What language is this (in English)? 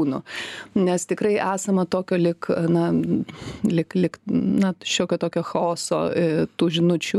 Lithuanian